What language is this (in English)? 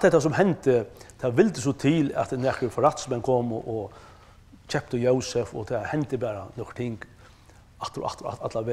Faroese